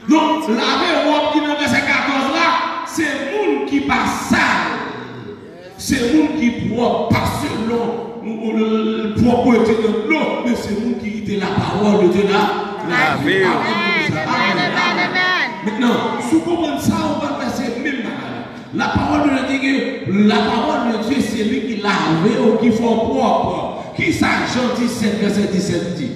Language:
Haitian Creole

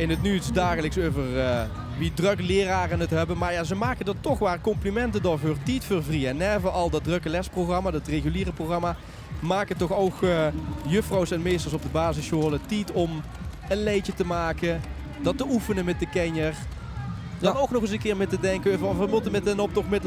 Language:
Limburgish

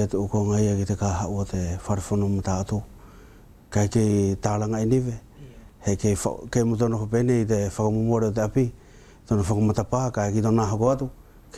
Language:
Wallisian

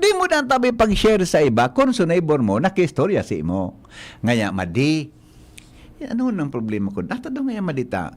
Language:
Bikol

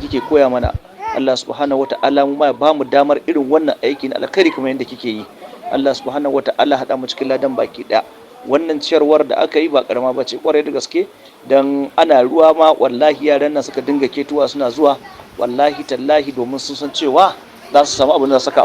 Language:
Hausa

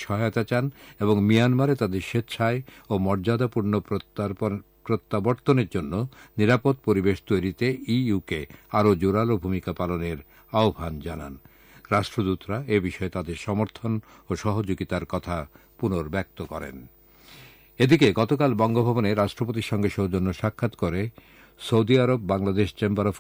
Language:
Bangla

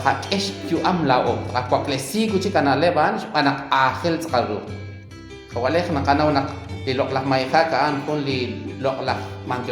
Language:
Kekchí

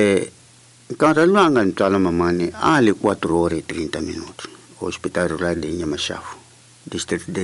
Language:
Tsonga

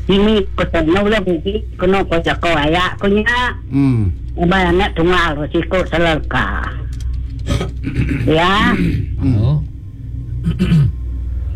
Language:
Malay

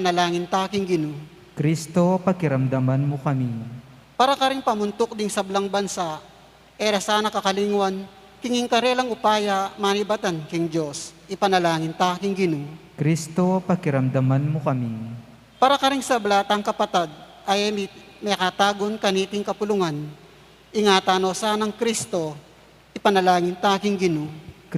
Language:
Pampanga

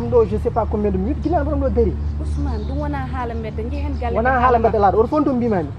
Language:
Fula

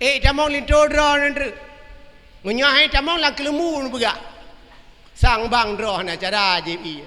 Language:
Achinese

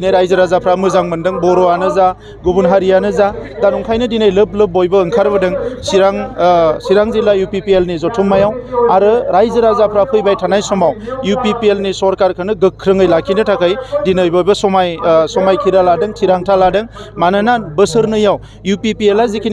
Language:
Bodo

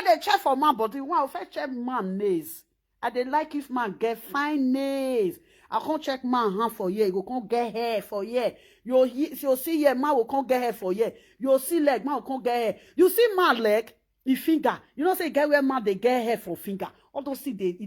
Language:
Nigerian Pidgin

